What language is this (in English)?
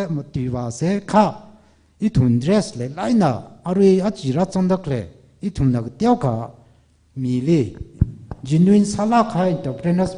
Tangkhul Naga (India)